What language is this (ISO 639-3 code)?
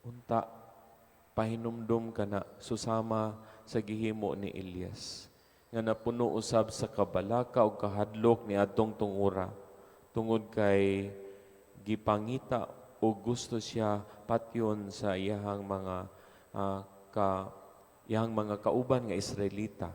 ceb